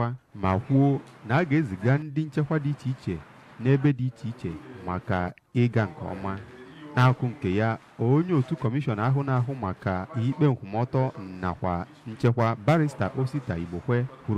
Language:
Igbo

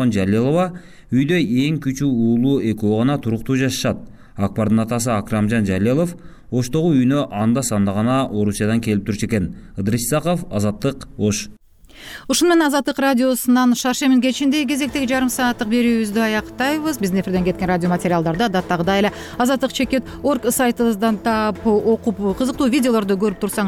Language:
Kyrgyz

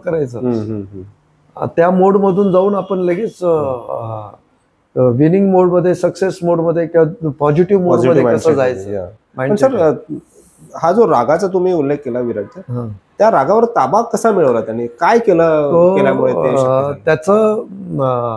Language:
Marathi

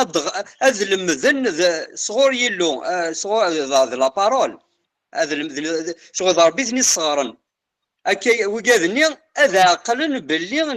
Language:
Kabyle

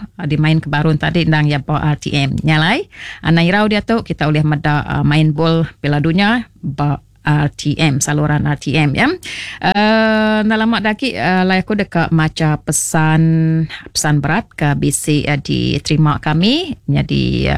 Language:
Iban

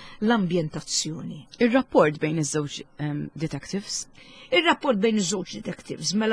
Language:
Maltese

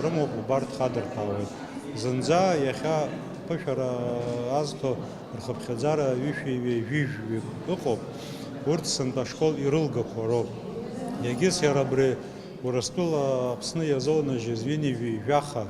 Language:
Abkhazian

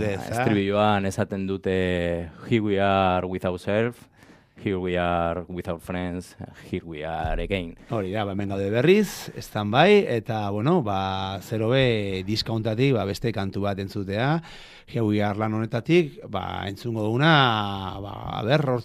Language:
Basque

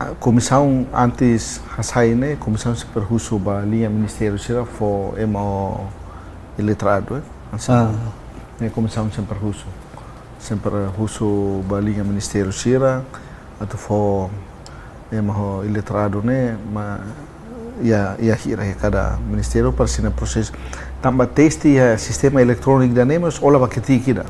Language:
Tetum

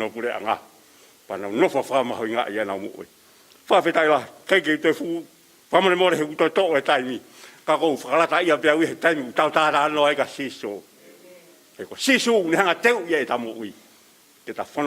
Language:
Tongan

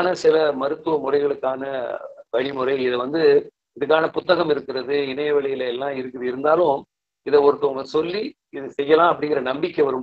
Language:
Tamil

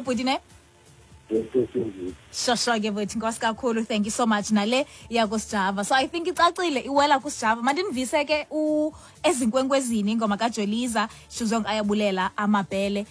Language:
Xhosa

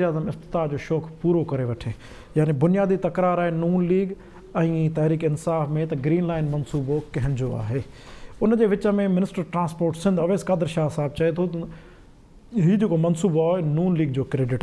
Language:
Sindhi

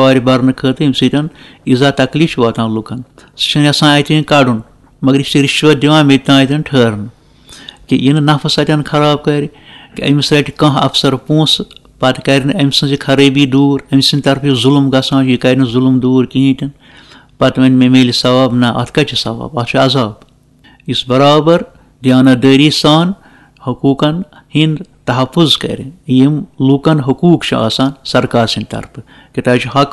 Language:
Kashmiri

